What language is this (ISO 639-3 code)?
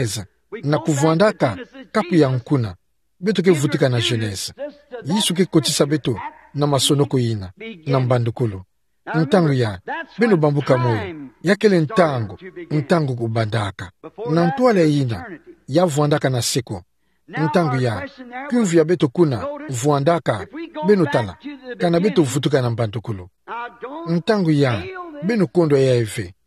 ktu